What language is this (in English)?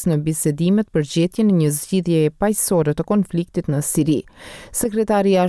Albanian